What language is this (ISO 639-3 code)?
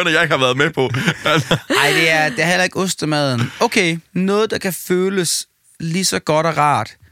dan